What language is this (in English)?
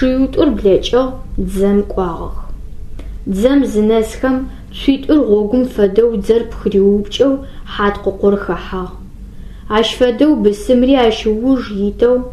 Adyghe